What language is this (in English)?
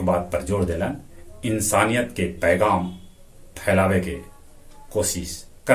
Magahi